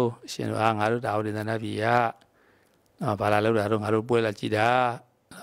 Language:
Burmese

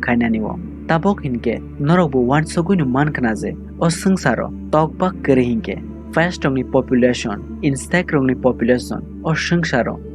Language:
Kok Borok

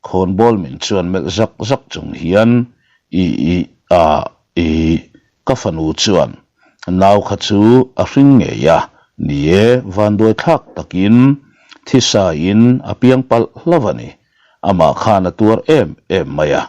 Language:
Mizo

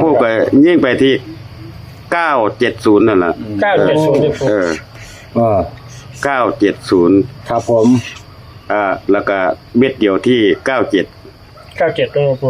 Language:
Northeastern Thai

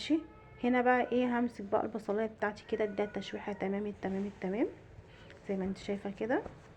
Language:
Egyptian Arabic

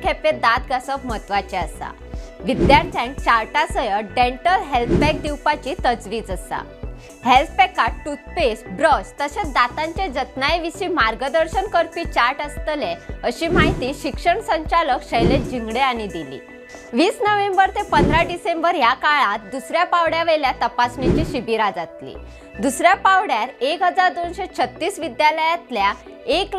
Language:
Konkani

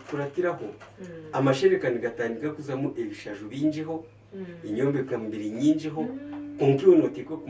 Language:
Nyankole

